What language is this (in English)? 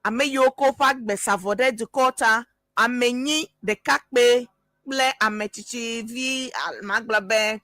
Ewe